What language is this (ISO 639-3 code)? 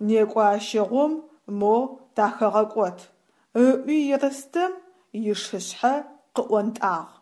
ady